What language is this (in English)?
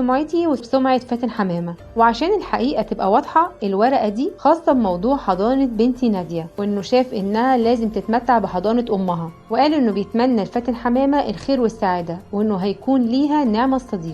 Egyptian Arabic